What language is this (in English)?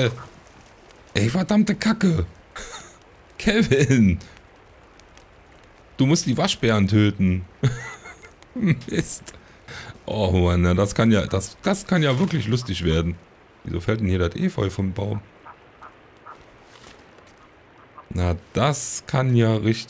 German